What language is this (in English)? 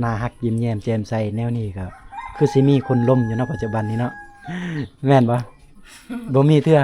Lao